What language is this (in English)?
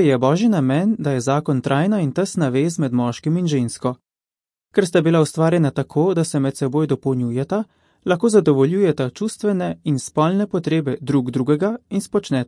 Slovenian